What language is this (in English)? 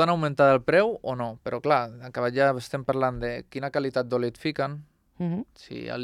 Catalan